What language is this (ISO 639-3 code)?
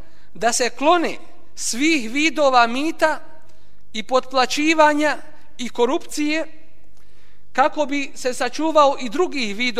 bos